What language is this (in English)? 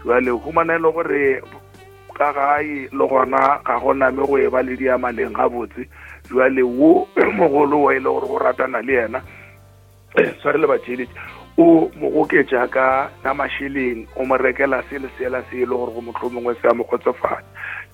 Northern Sotho